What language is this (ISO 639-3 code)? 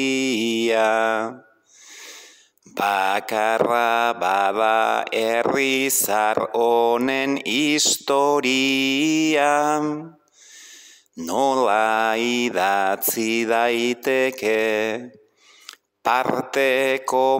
eus